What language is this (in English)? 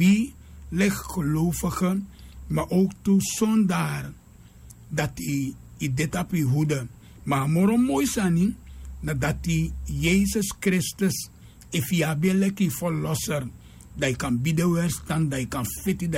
Sranan Tongo